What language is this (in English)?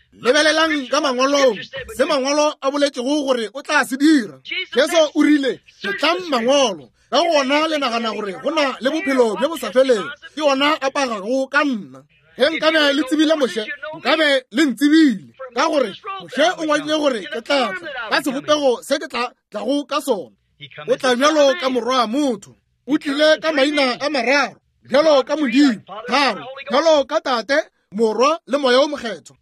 Northern Sotho